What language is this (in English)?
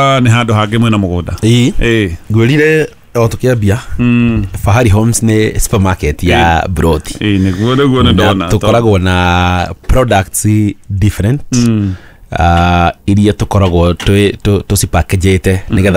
Kikuyu